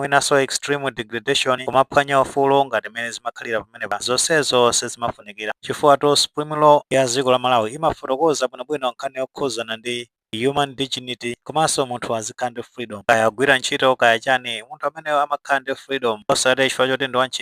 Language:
Nyanja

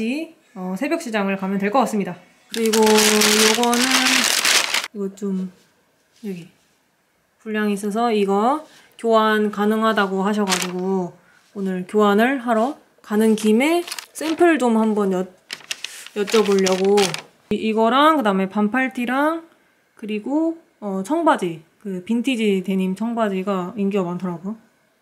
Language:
Korean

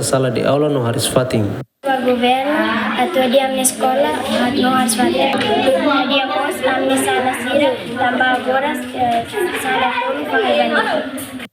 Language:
Tetum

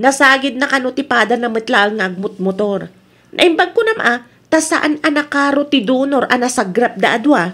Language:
Iloko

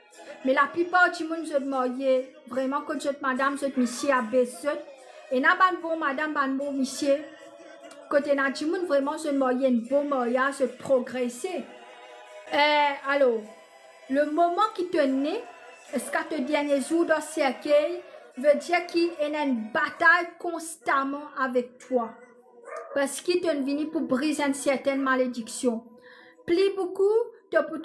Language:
Morisyen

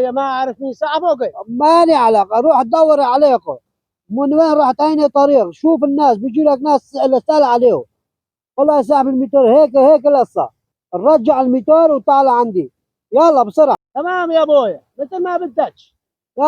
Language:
North Levantine Arabic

